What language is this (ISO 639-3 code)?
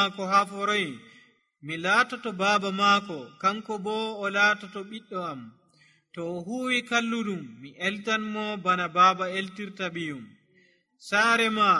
fuv